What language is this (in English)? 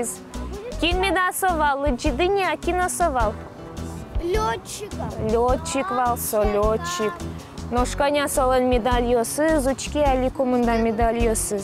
Udmurt